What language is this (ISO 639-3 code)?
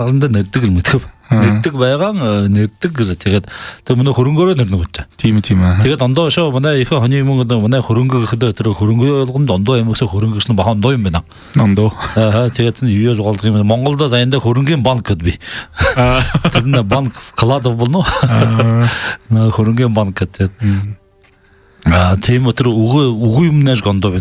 bua